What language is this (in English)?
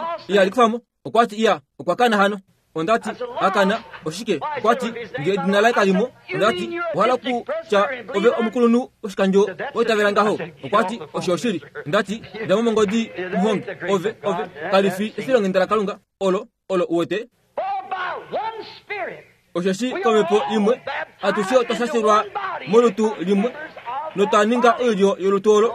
Kuanyama